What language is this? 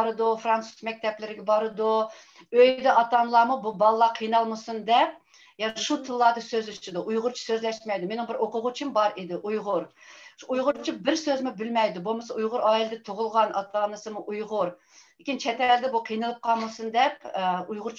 Uyghur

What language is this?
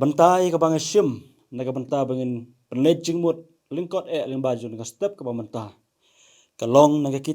Khasi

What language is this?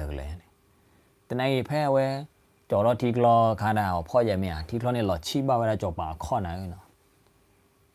S'gaw Karen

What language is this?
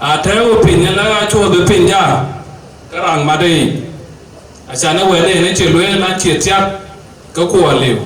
Dinka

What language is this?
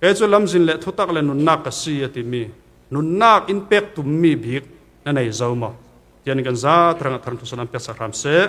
Falam Chin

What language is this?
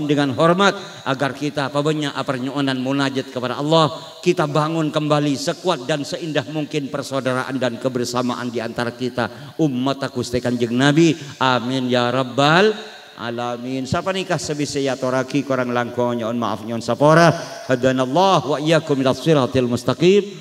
Madurese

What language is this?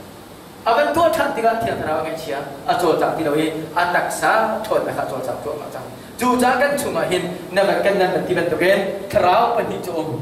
Hakha Chin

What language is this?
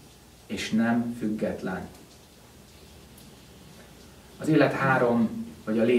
Hungarian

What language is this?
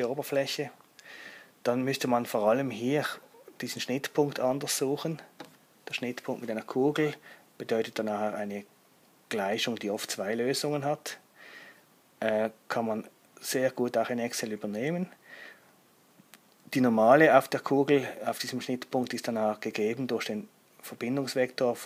German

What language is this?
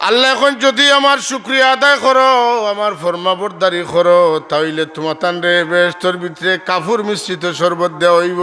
Sylheti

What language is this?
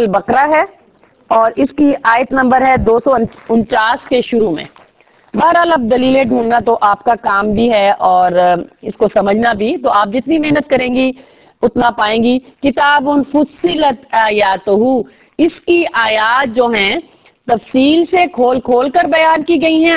Urdu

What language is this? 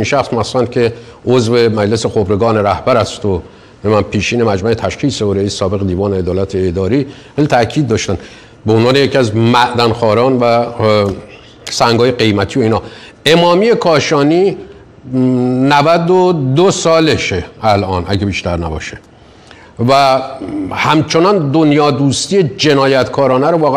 Persian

